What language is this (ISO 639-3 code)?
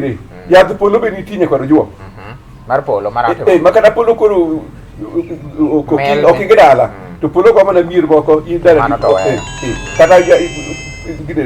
luo